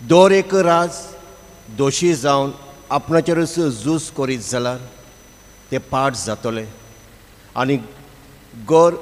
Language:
Konkani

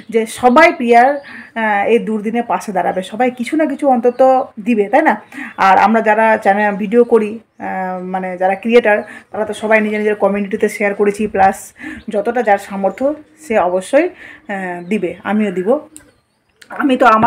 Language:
Bangla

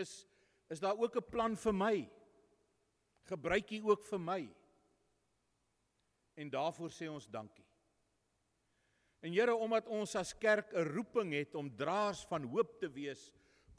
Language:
Afrikaans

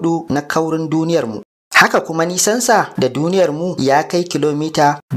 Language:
Hausa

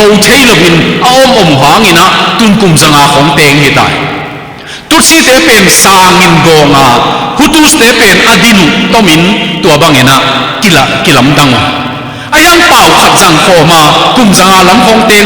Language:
Tedim Chin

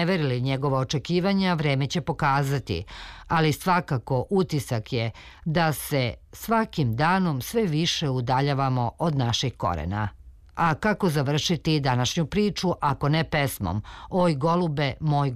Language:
Serbian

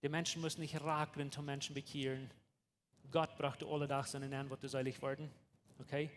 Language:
Plautdietsch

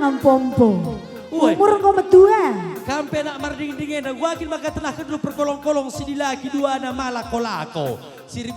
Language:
Batak Karo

